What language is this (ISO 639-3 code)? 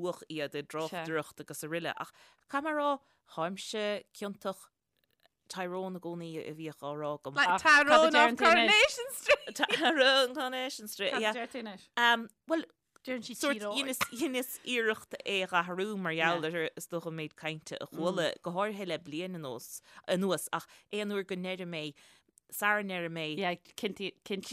gle